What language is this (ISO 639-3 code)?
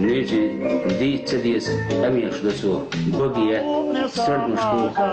che